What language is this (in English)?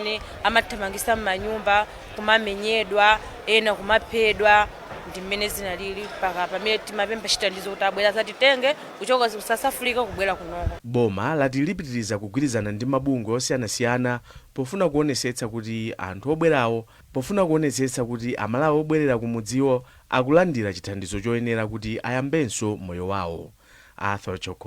Nyanja